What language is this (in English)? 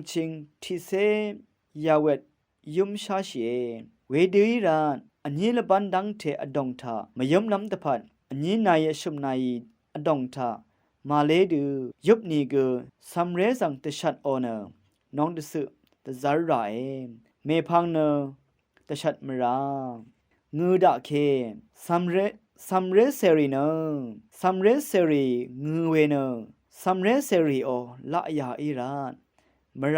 Rawang